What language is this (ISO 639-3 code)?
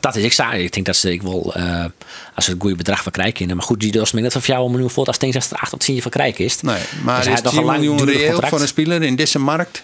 fry